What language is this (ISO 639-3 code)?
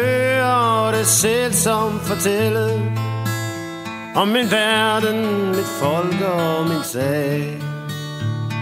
dan